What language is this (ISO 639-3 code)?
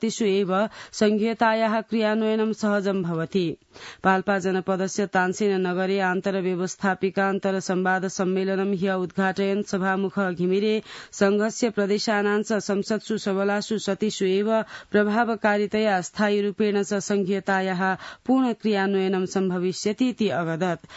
san